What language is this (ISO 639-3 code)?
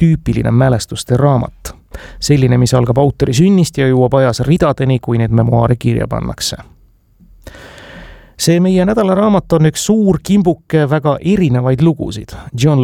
est